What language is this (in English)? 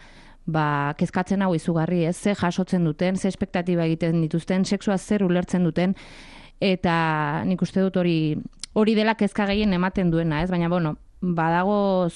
Basque